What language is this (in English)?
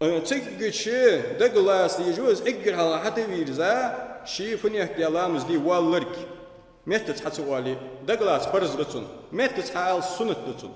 Ingush